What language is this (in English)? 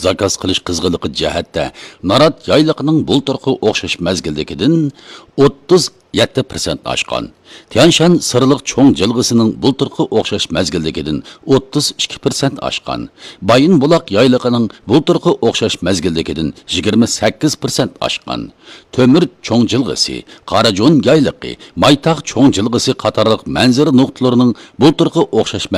Uyghur